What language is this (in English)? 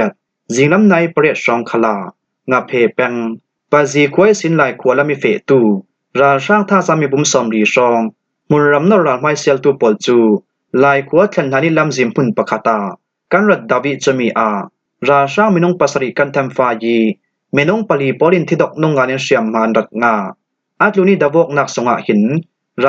Falam Chin